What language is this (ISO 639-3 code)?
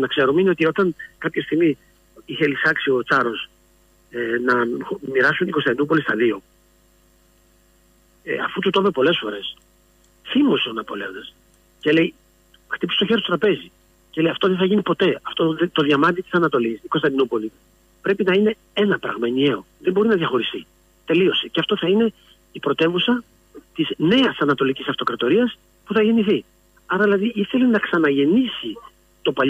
ell